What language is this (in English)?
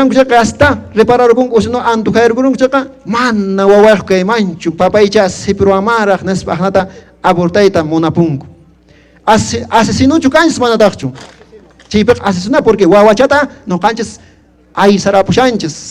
Quechua